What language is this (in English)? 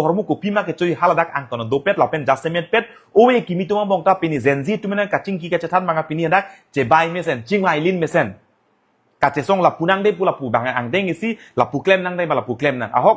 Karbi